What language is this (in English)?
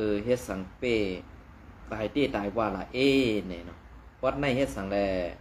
Shan